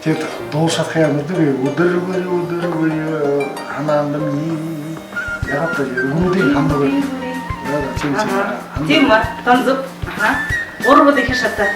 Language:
Buriat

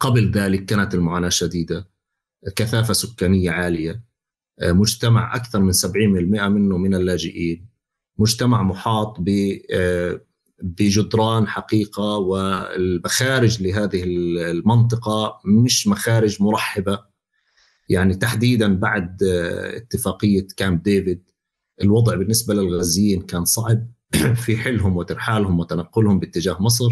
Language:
North Levantine Arabic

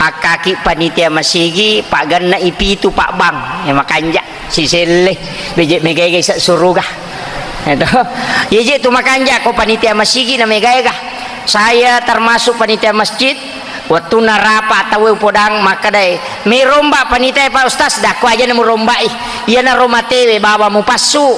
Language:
Buginese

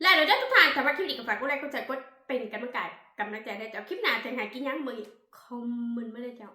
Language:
Northeastern Thai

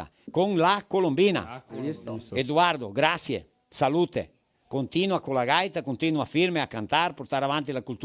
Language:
Venetian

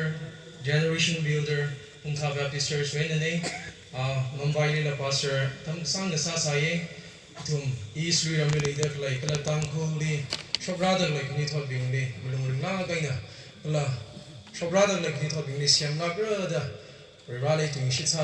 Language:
Tangkhul Naga (India)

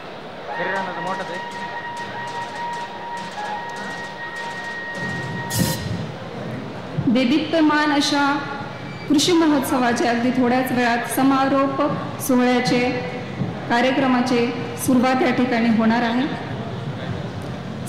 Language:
Marathi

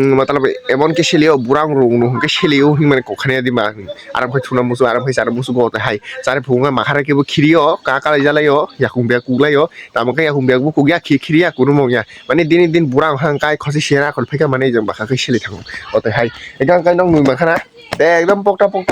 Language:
Kok Borok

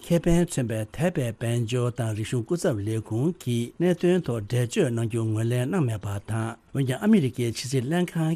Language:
Tibetan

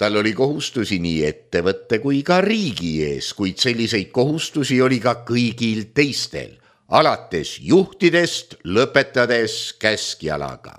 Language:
Estonian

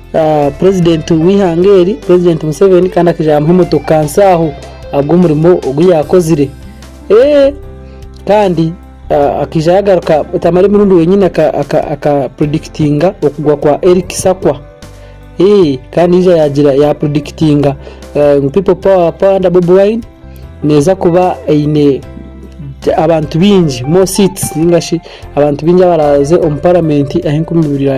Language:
Nyankole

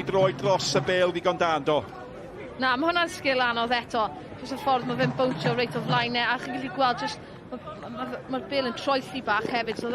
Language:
Welsh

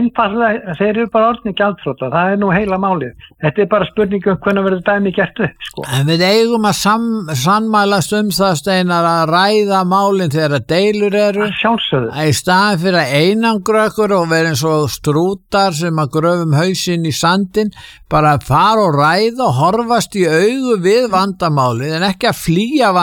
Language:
Icelandic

